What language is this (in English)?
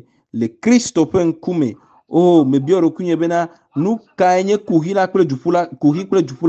Ewe